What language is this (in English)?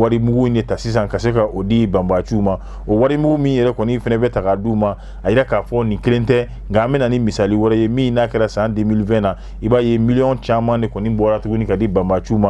Bambara